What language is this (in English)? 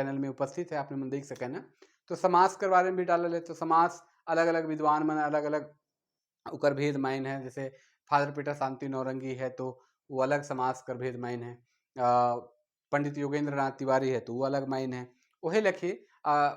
Sadri